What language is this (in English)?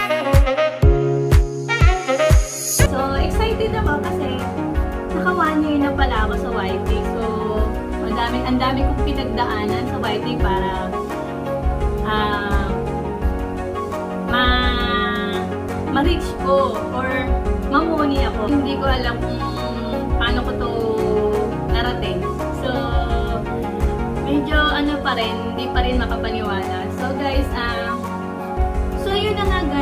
Filipino